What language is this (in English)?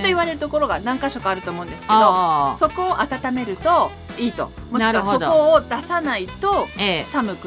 Japanese